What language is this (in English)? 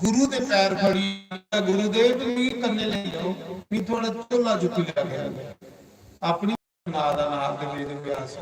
Dogri